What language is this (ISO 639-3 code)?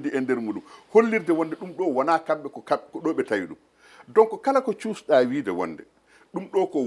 ful